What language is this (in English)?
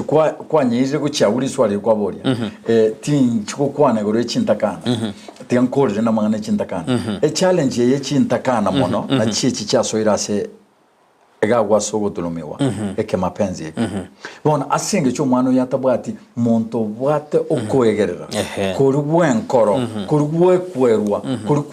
Gusii